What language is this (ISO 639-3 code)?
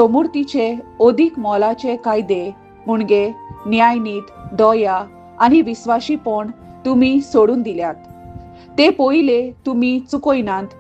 kok